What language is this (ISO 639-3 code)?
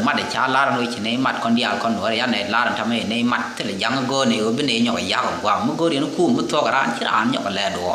nus